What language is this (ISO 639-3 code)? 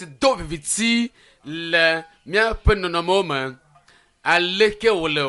ewe